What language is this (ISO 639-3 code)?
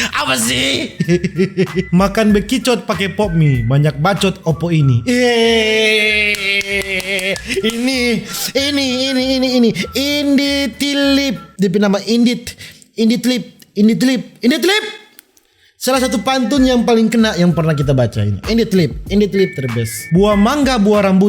xmm